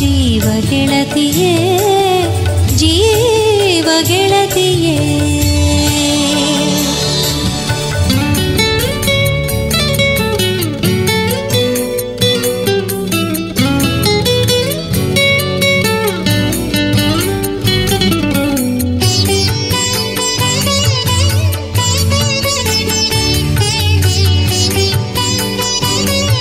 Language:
Kannada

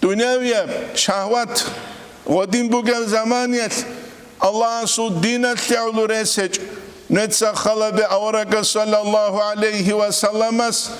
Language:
Avaric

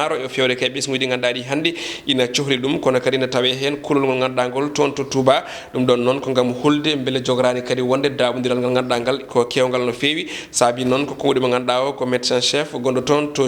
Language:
Fula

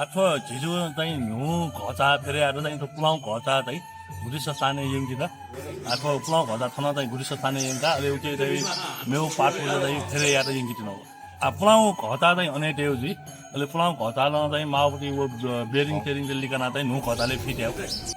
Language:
Newari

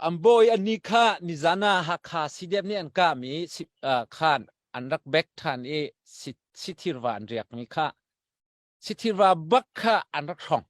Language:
Hakha Chin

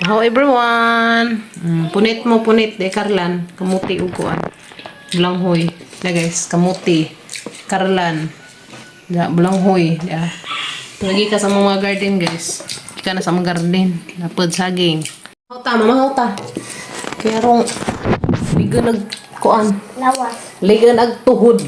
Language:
Cebuano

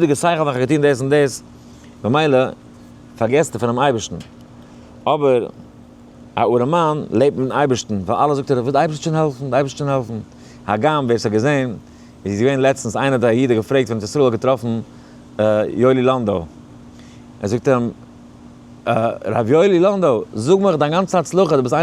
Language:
Yiddish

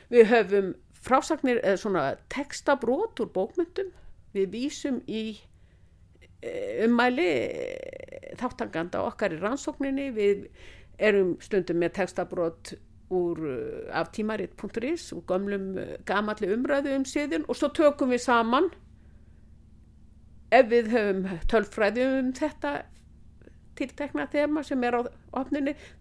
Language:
Icelandic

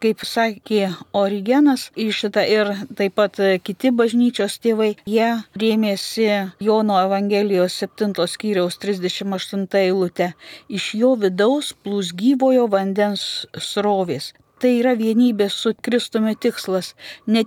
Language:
Lithuanian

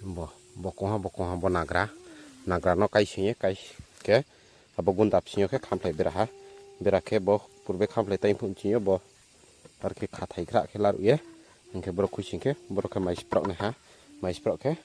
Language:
Riang (India)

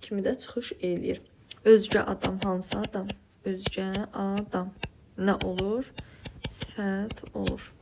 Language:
Azerbaijani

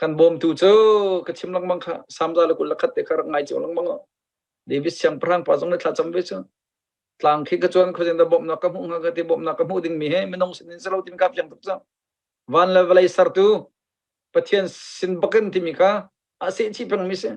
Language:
Hakha Chin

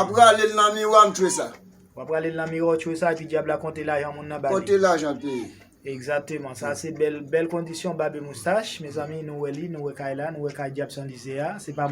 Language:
Haitian Creole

